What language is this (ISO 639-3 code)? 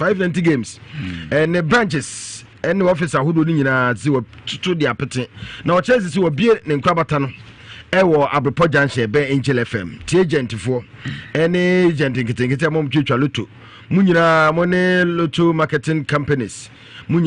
aka